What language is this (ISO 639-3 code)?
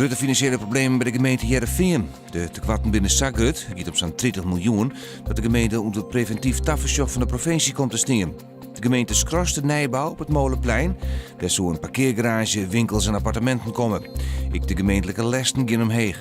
fry